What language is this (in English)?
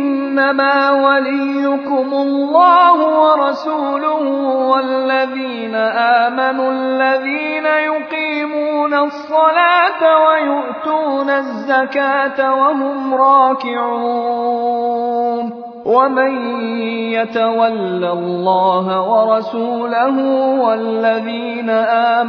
Arabic